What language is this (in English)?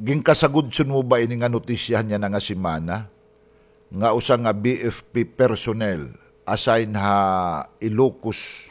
Waray